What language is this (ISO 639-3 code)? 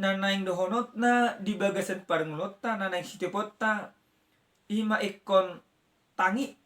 bbc